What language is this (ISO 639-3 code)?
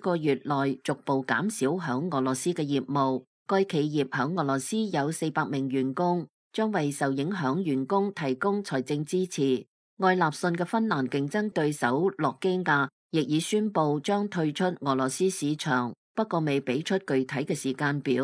yue